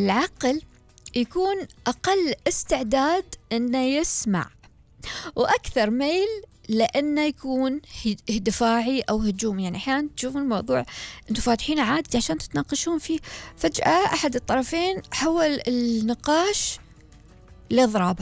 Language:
Gulf Arabic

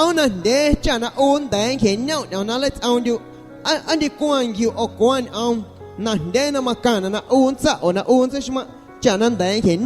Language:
Guerrero Amuzgo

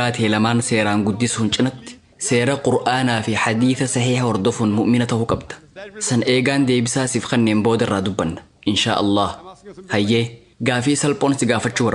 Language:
Oromo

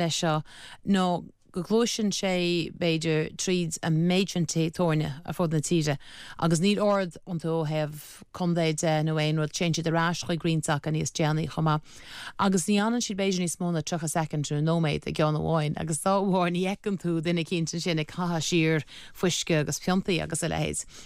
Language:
Irish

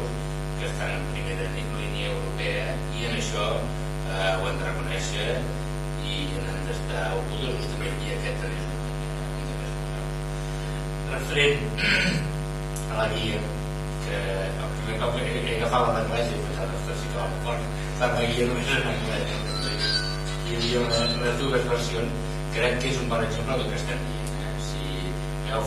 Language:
Catalan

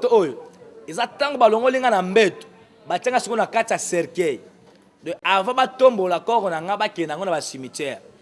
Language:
Lingala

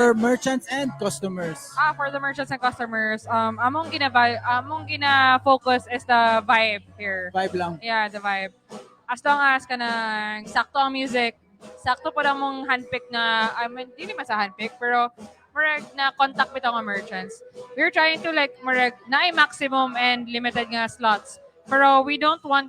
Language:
Cebuano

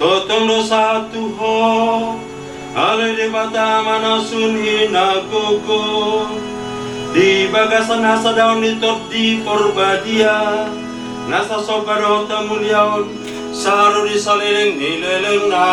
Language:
Batak Toba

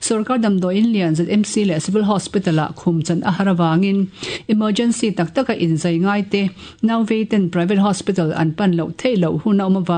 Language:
Mizo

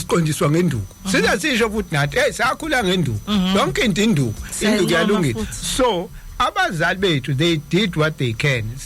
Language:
Zulu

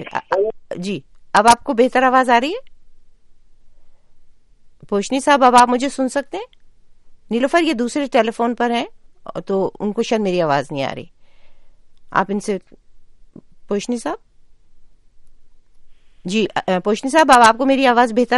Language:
Urdu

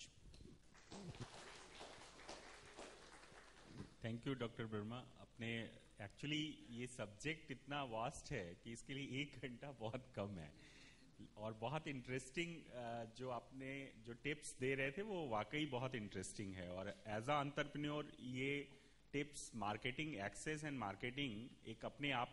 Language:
Hindi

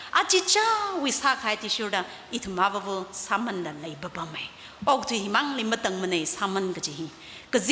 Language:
Tangkhul Naga (India)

